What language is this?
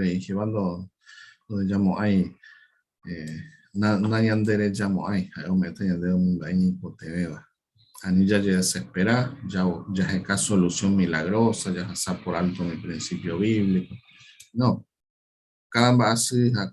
Guarani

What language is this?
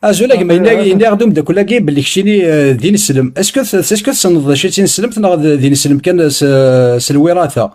Kabyle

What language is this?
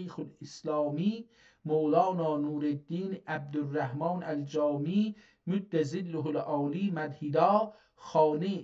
South Azerbaijani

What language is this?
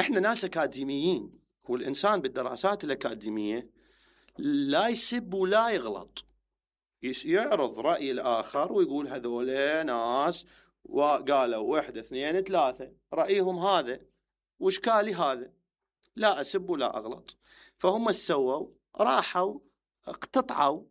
Mesopotamian Arabic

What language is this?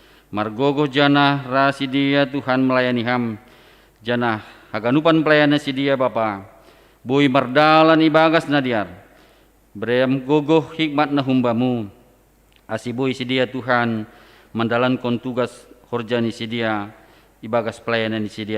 Batak Simalungun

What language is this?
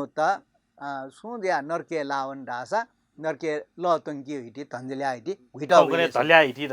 Newari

